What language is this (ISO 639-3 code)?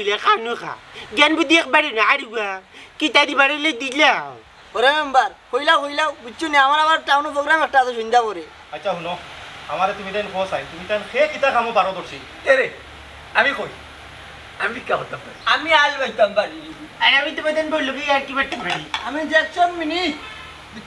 syl